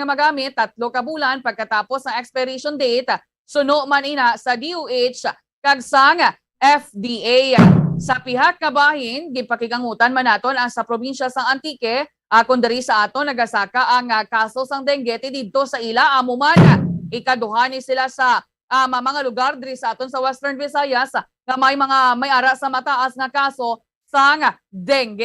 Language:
Hiligaynon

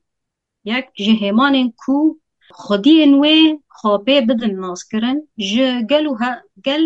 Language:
Kurdish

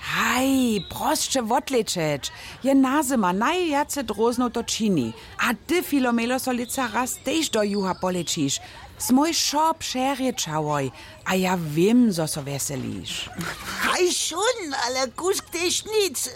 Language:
Upper Sorbian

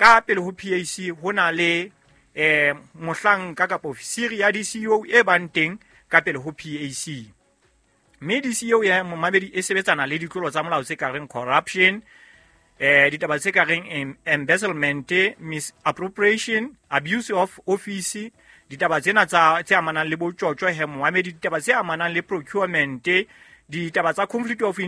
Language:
Southern Sotho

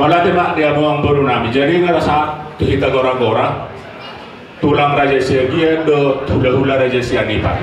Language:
Batak Toba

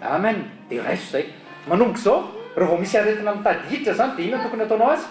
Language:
Malagasy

